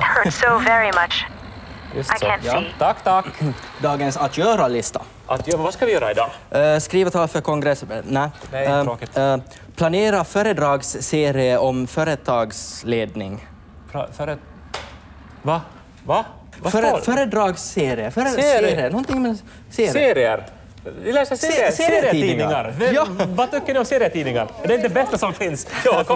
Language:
Swedish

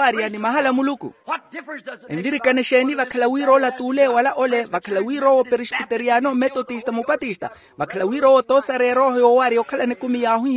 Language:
Makhuwa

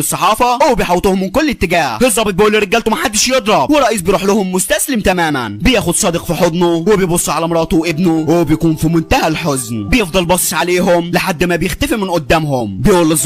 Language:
Egyptian Arabic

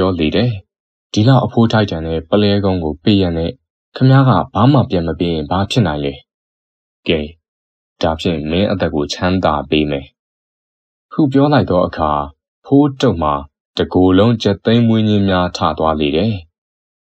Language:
Burmese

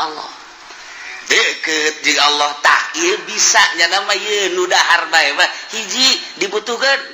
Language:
Sundanese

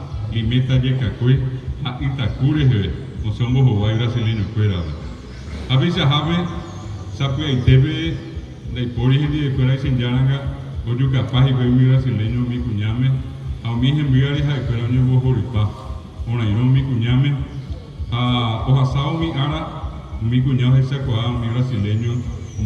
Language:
Guarani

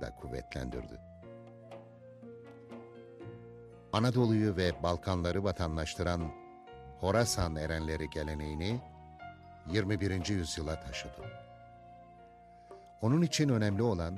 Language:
Turkish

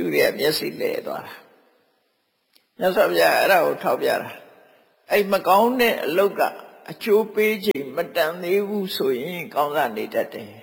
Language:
Burmese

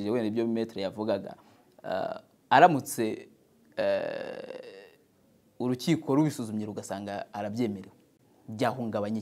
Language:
Kinyarwanda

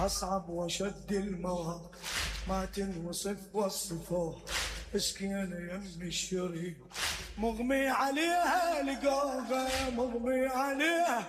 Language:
Mesopotamian Arabic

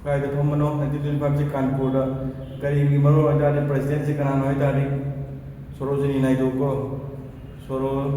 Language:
Manipuri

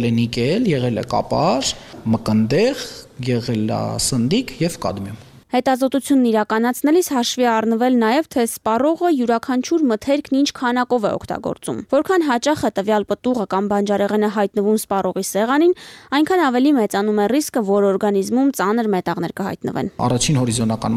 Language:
Armenian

